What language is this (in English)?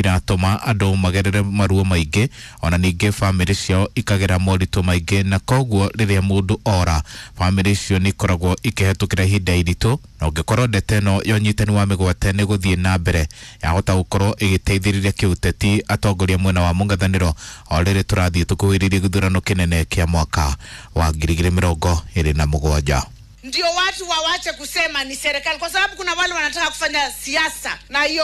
Kikuyu